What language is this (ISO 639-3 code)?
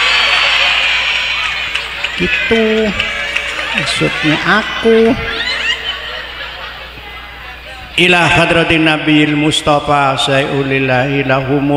ind